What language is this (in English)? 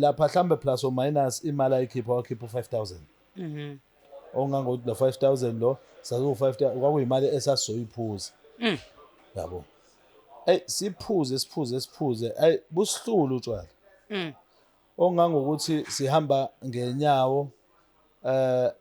Zulu